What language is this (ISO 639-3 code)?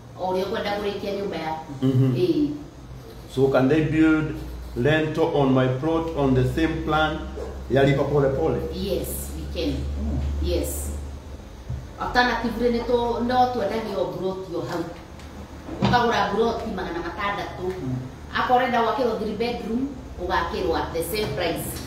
kik